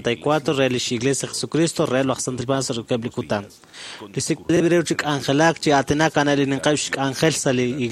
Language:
Kekchí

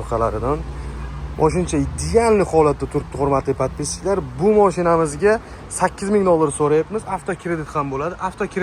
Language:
Uzbek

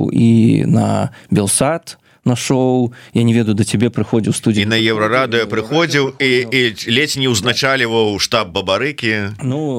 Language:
Belarusian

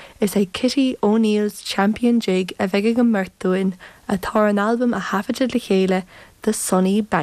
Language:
Irish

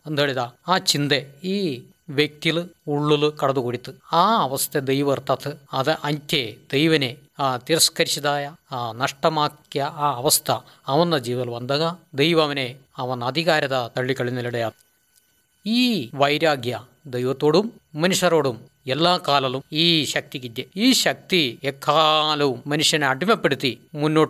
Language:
Malayalam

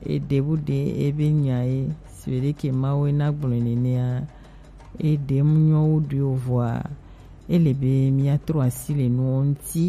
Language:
Gen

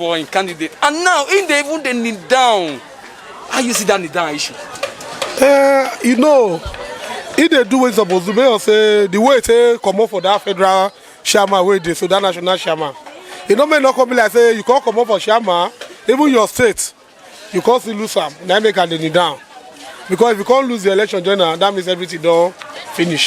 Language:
Nigerian Pidgin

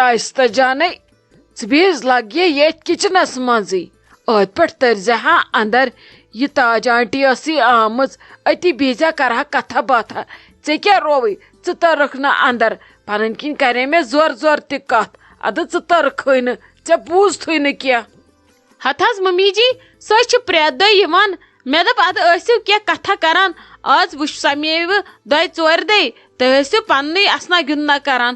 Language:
Kashmiri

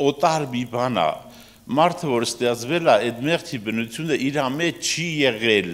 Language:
Armenian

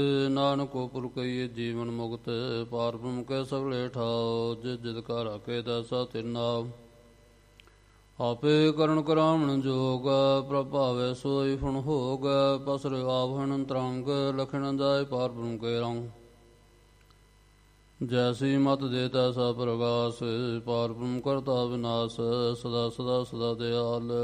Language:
Punjabi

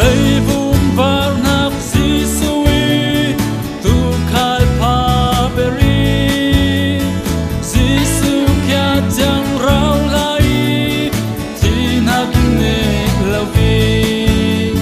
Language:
Falam Chin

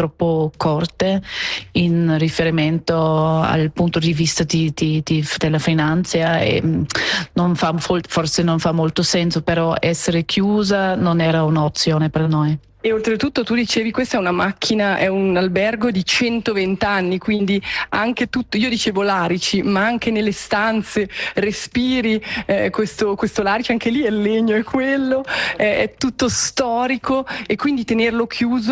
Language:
Italian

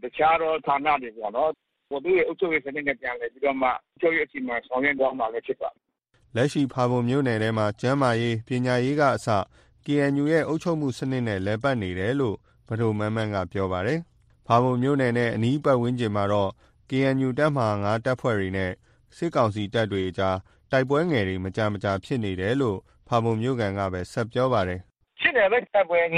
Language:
Burmese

